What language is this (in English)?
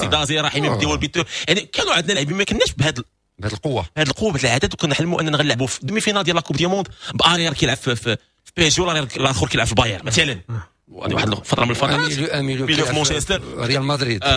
Moroccan Arabic